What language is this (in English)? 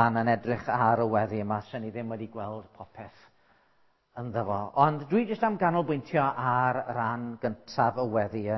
Welsh